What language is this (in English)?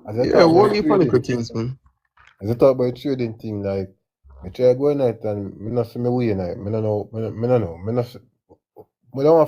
Jamaican Creole English